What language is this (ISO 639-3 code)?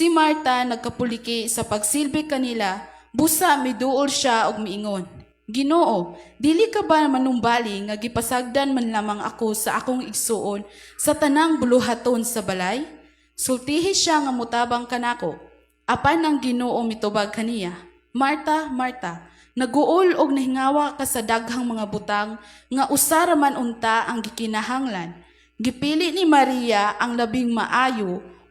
ceb